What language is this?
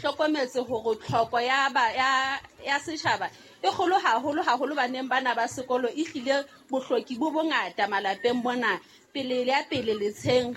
Southern Sotho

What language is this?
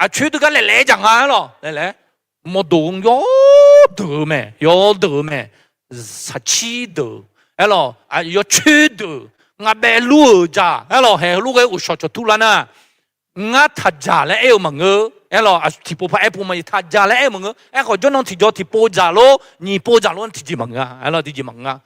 Akha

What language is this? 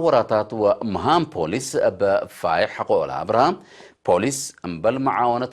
Tigre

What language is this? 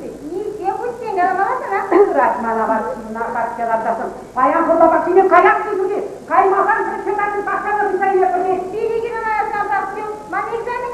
Chuvash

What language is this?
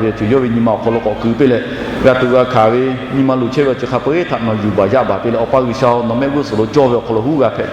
Lahu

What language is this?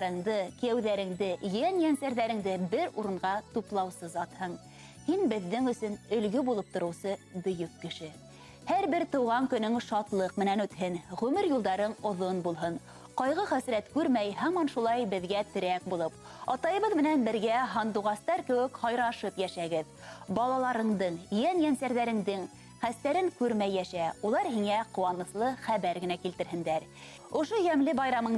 Bashkir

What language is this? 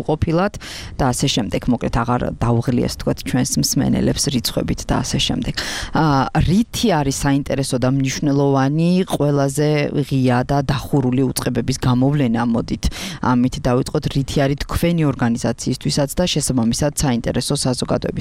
Georgian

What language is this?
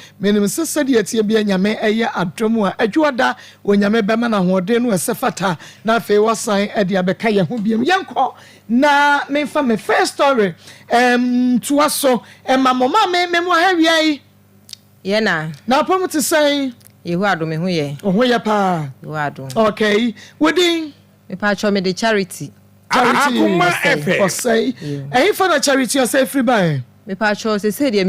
Akan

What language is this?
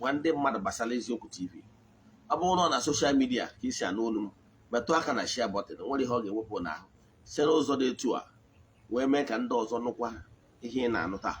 Igbo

